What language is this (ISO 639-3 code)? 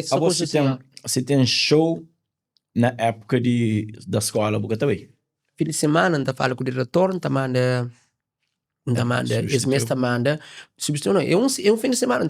kea